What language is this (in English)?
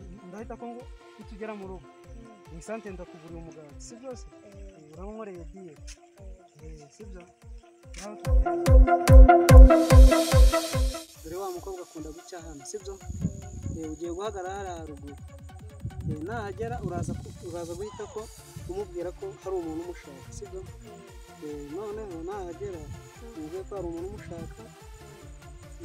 Kinyarwanda